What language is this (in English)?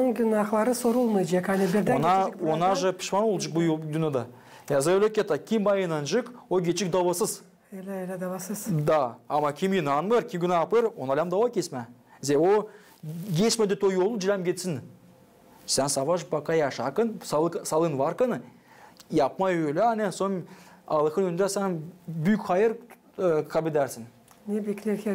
Gagauz